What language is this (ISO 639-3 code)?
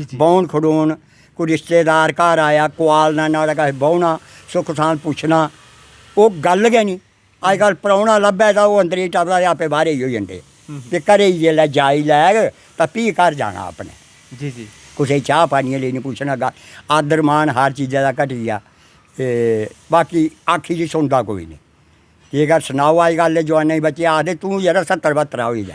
doi